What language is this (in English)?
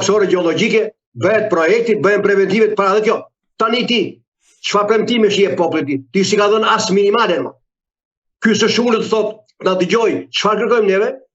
Albanian